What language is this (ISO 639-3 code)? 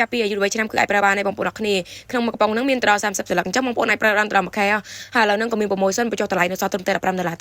khm